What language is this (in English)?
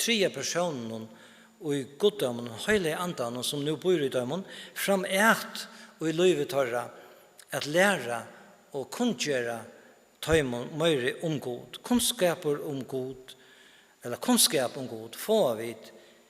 Faroese